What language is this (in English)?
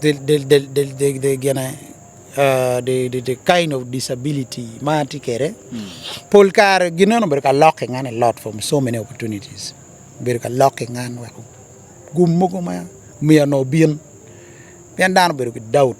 Acoli